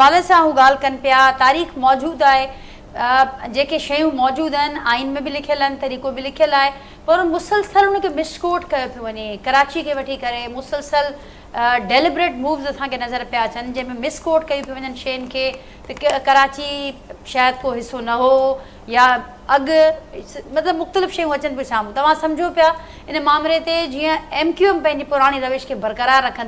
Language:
Sindhi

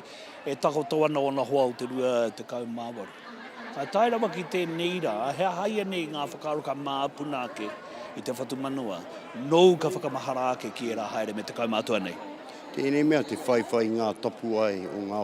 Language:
Māori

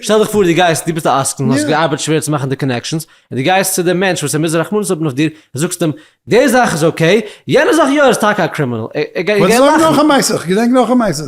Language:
Yiddish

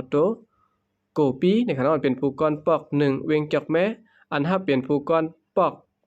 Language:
Shan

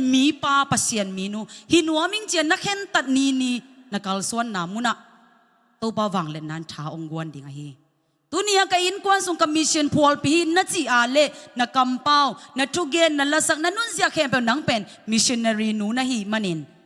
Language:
Tedim Chin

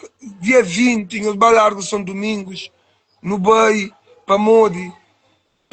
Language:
Kabuverdianu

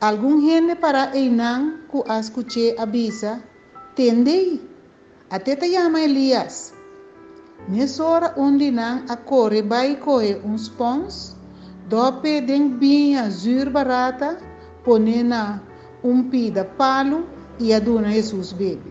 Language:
Papiamento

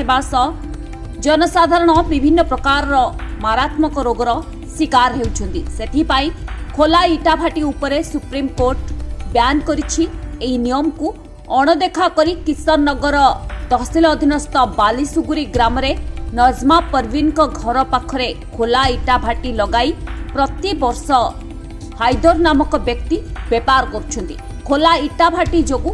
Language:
Odia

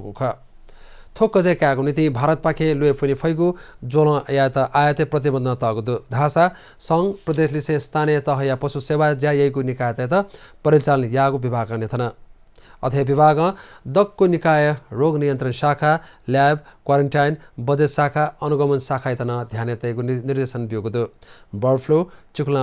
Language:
Newari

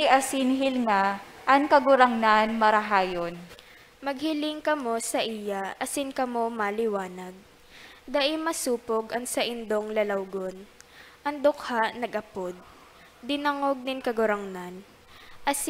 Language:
Bikol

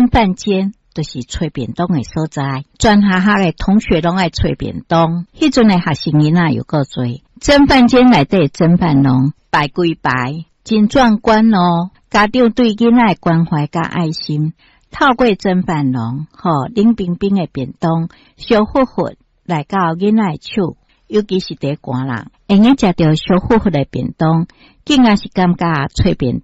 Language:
Min Nan Chinese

